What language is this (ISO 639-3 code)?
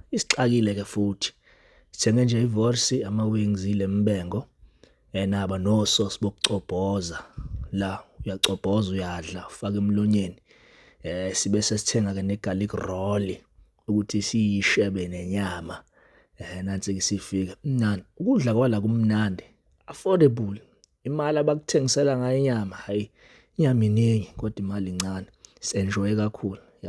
zul